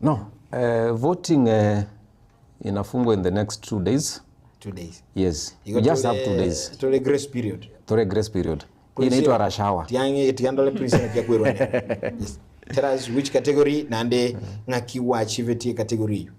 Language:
Gusii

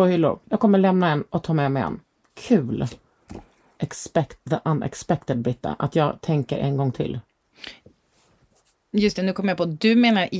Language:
Swedish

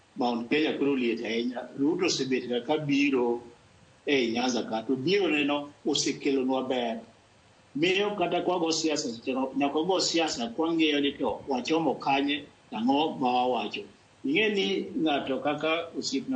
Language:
Luo (Kenya and Tanzania)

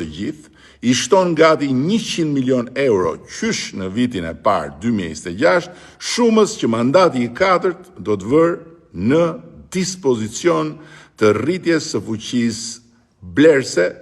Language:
Albanian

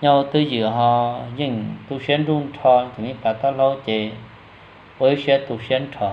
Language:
Hmong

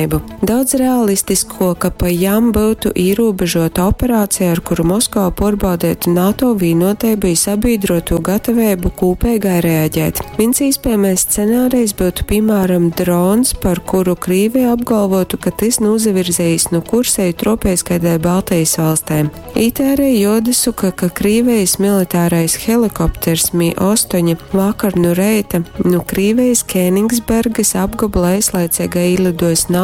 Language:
Latgalian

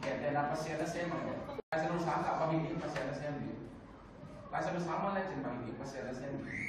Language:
Tedim Chin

